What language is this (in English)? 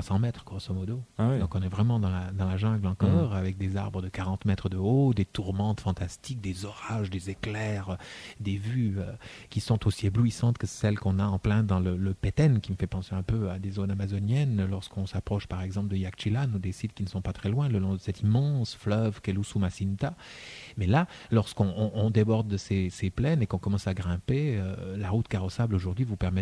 French